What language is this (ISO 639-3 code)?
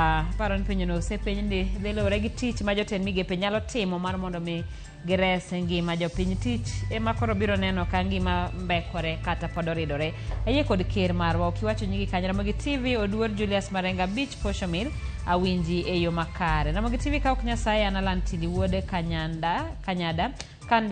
luo